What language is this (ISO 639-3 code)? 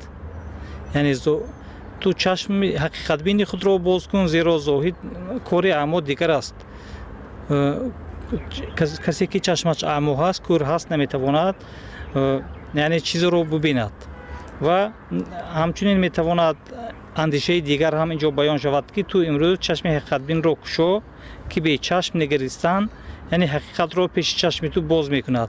tgk